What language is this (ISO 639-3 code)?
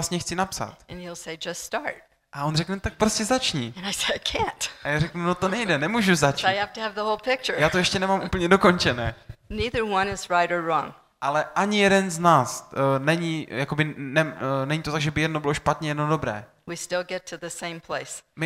ces